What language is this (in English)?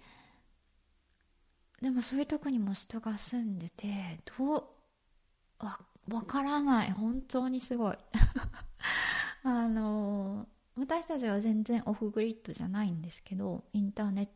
Japanese